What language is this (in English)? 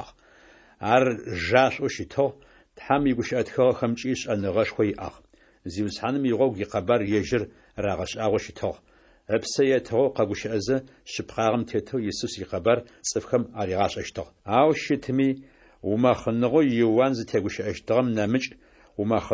Adyghe